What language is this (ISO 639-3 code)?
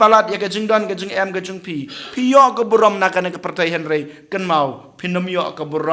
kha